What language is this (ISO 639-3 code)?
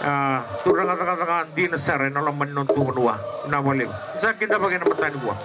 fij